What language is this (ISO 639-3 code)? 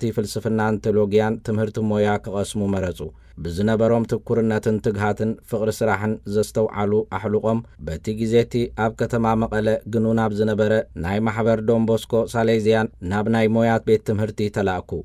tir